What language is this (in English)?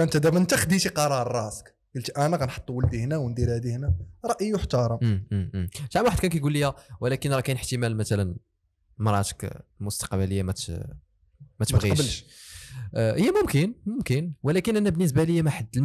Moroccan Arabic